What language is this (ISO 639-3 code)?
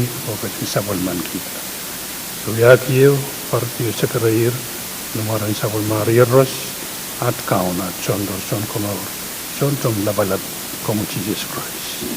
pon